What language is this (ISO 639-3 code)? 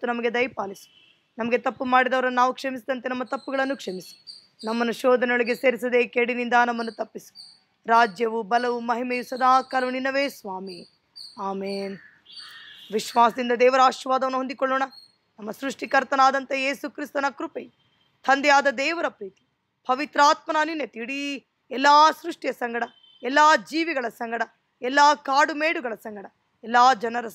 kan